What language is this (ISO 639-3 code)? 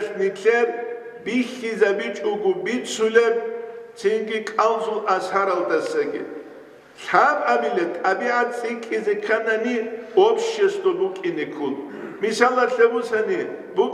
ava